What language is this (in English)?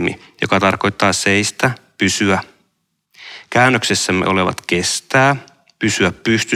Finnish